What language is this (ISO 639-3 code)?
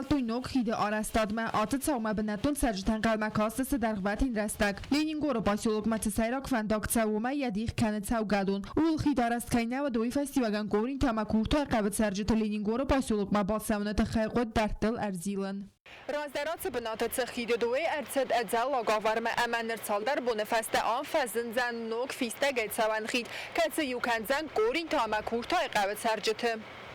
oss